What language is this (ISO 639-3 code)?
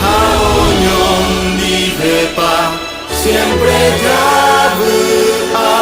grn